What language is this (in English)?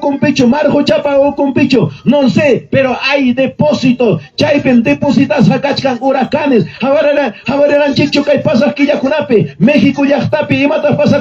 Ayacucho Quechua